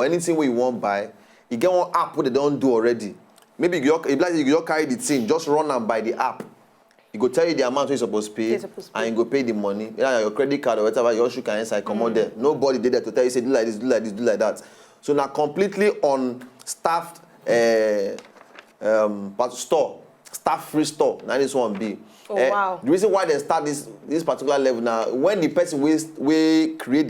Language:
Nigerian Pidgin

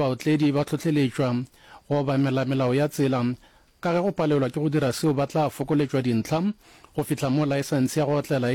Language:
Northern Sotho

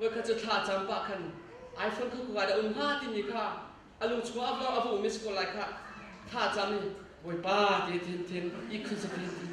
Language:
Hakha Chin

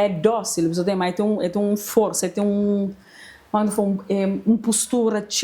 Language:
Kabuverdianu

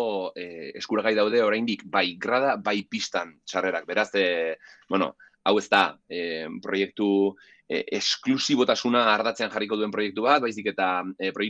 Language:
Basque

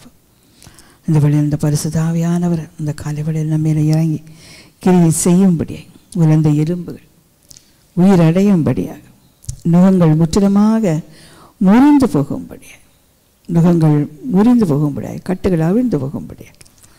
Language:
Tamil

